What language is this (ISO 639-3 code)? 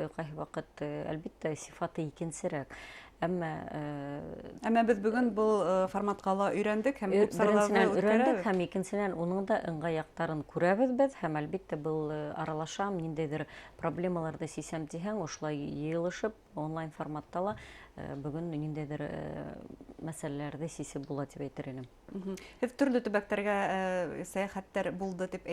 bak